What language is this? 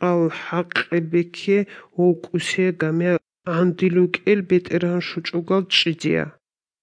Georgian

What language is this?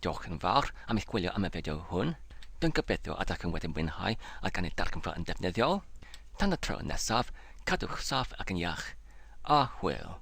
Welsh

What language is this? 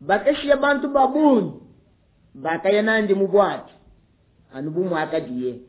Luba-Lulua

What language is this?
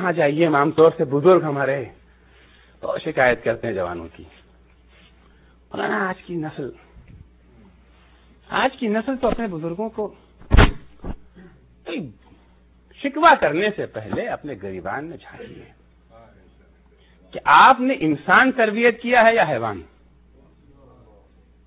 Urdu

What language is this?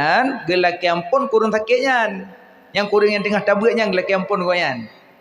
Achinese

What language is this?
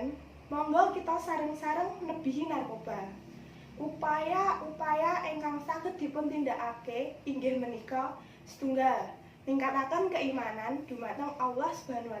Javanese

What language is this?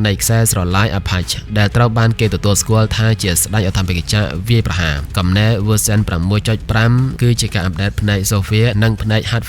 Khmer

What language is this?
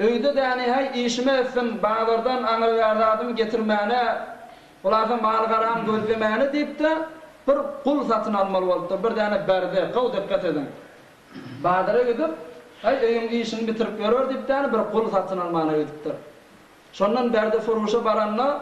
Turkmen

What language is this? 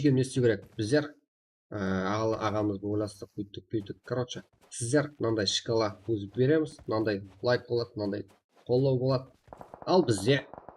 Kara-Kalpak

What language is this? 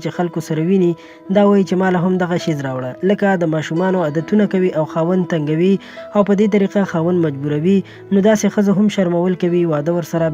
Pashto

